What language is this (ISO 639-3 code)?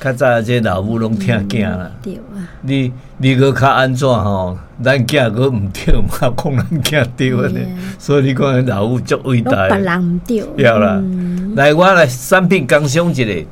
nan